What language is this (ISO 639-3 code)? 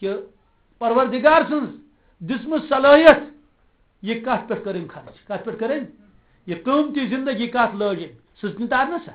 kas